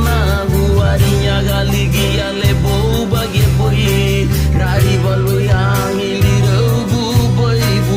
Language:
Garifuna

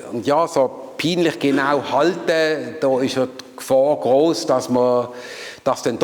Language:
Swiss German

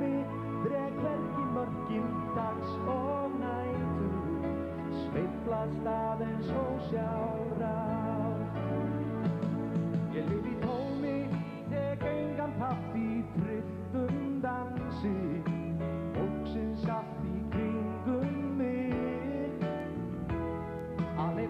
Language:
Icelandic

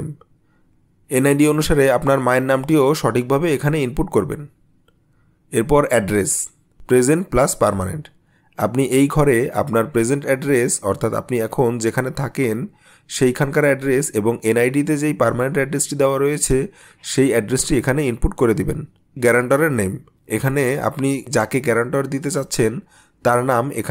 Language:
Bangla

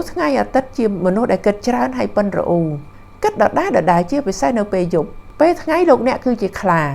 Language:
Khmer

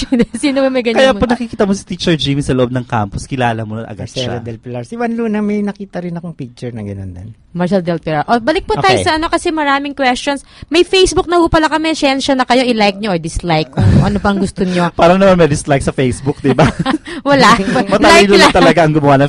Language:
Filipino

